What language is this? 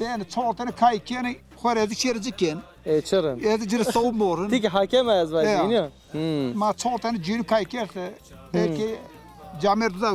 Zaza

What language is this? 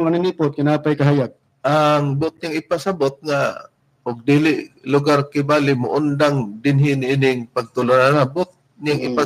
Cebuano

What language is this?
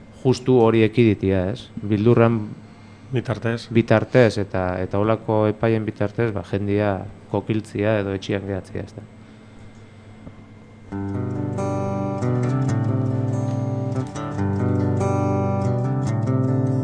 Basque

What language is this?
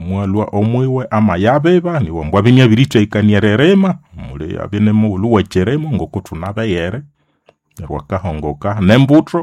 Nande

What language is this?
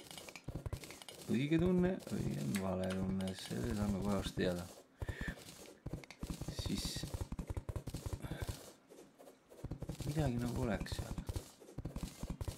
Estonian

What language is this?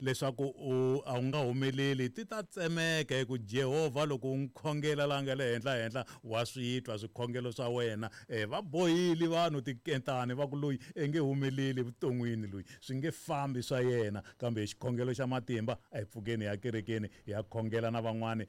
Tsonga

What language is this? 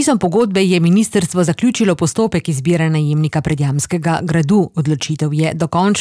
Slovenian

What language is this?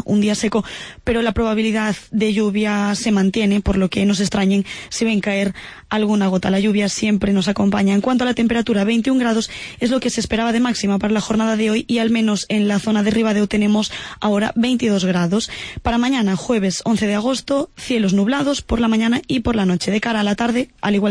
Spanish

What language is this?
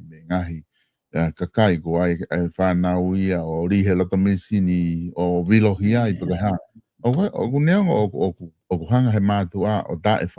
Tongan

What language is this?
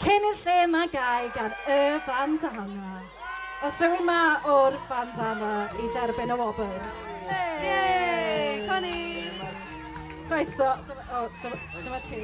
Welsh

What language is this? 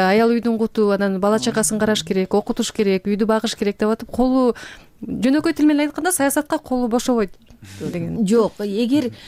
Kyrgyz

